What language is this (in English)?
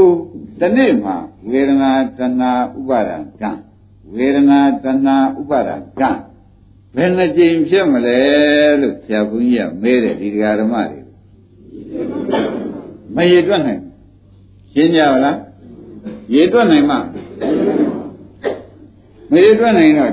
Burmese